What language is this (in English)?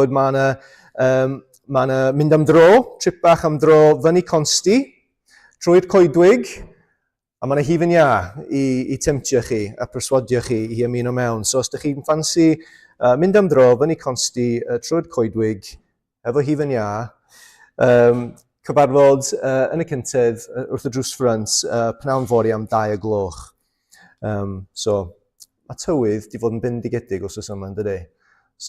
Welsh